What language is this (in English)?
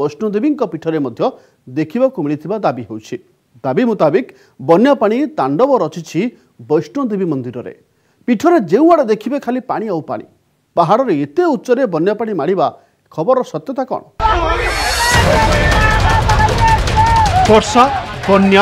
Odia